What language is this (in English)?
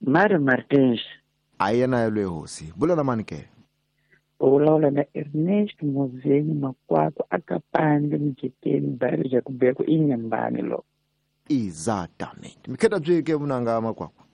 Tsonga